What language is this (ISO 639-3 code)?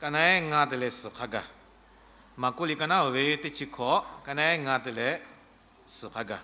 lhu